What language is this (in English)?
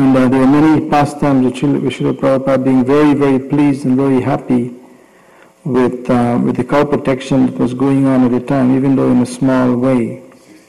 English